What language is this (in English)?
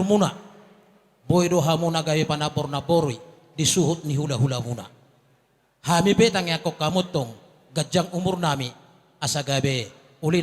Batak Toba